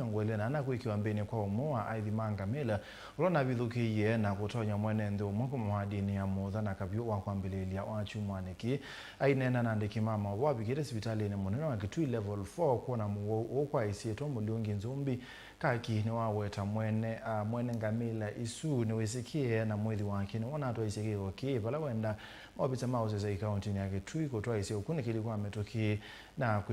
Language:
Kamba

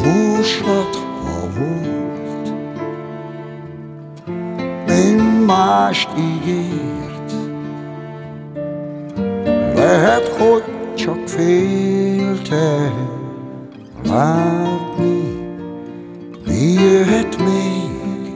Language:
Hungarian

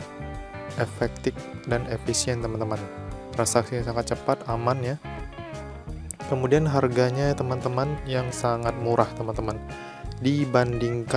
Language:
Indonesian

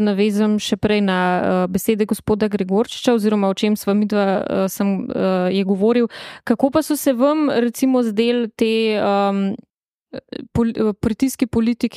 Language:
Slovenian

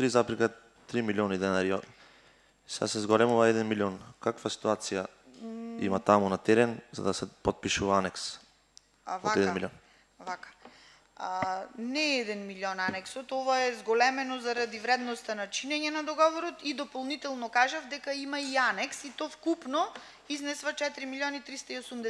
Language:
Macedonian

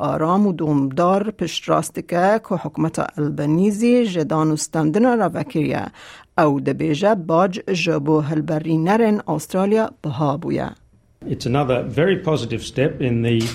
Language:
Kurdish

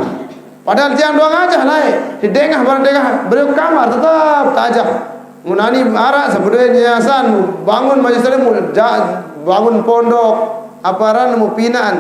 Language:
Sasak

